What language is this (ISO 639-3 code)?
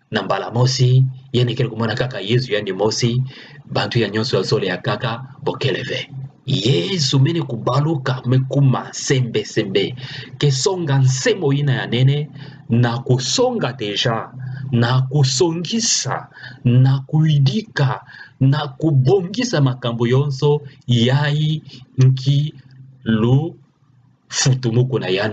ktu